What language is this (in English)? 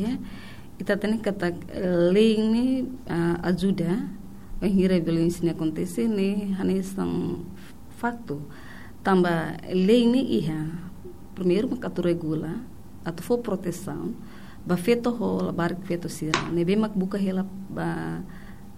Tetum